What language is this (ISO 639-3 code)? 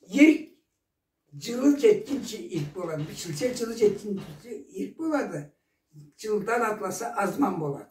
krc